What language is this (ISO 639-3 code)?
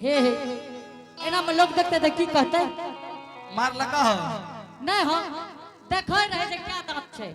anp